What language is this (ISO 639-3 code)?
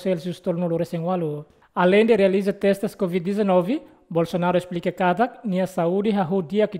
tet